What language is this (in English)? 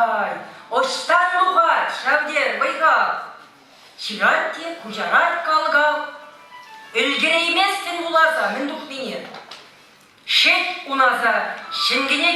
Chuvash